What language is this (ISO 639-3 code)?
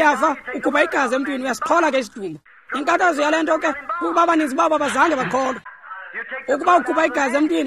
xho